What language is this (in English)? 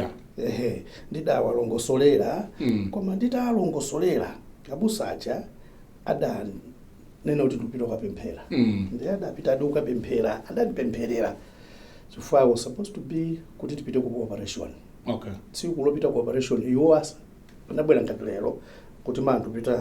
Nyanja